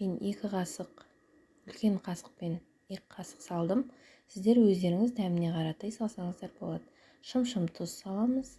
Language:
Kazakh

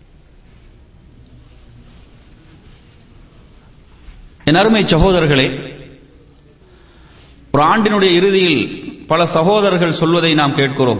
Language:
Tamil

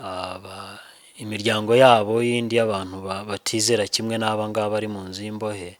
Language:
Kinyarwanda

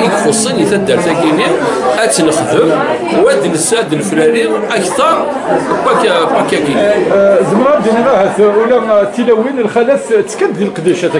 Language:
Kabyle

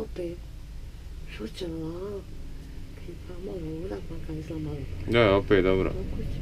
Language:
Bosnian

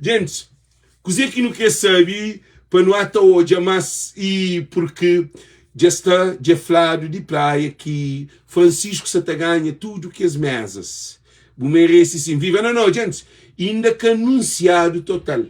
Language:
Kabuverdianu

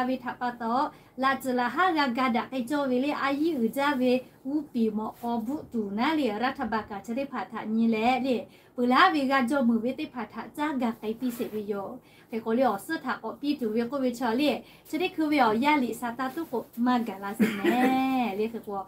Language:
Lahu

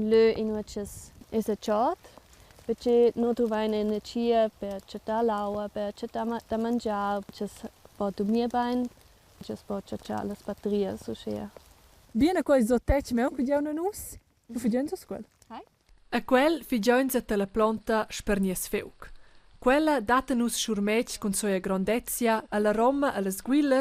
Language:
Romansh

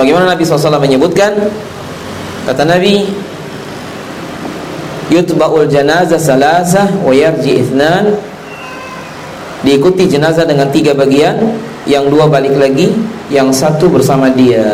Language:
Indonesian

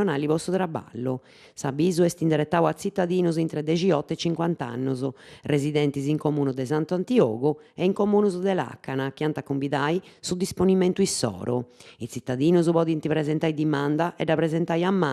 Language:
Sardinian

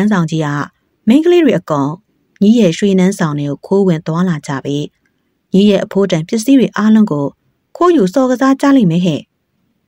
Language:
Burmese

